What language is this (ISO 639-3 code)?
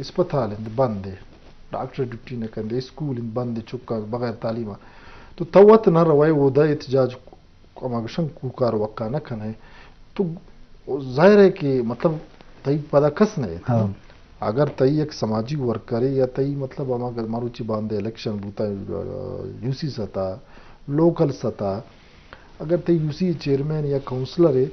bgp